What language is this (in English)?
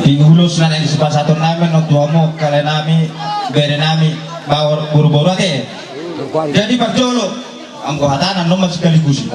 Batak Toba